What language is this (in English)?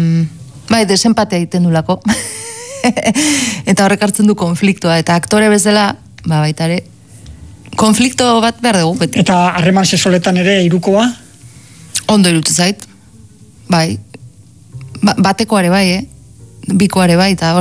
Basque